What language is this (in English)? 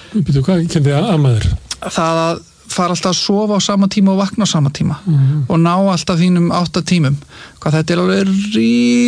Icelandic